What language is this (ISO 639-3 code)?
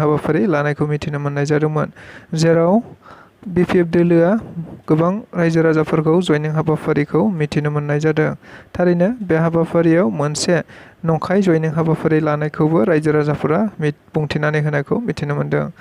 brx